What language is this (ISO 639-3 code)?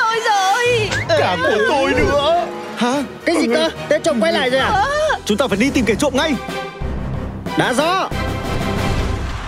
vie